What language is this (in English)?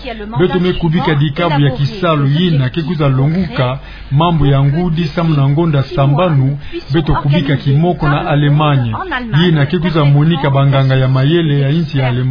Kituba (Democratic Republic of Congo)